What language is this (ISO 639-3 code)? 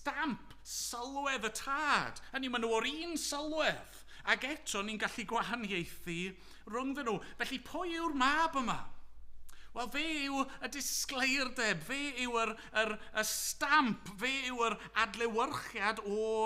cym